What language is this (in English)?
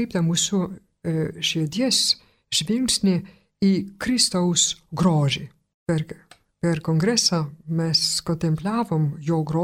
Lithuanian